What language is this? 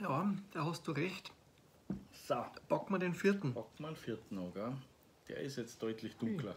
Bavarian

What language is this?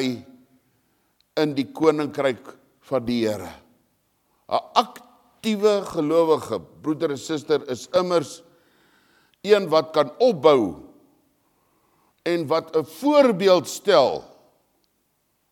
Afrikaans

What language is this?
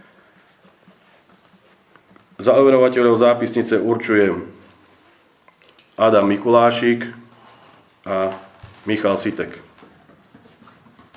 Slovak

